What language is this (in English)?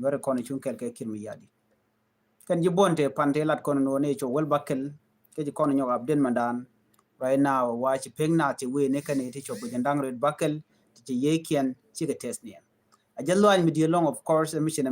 Nuer